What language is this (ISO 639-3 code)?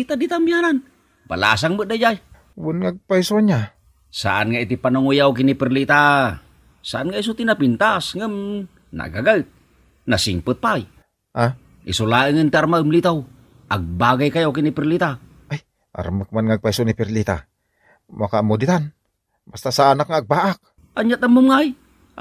ilo